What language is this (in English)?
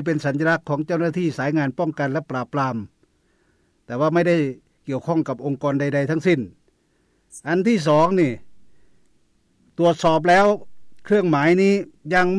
Thai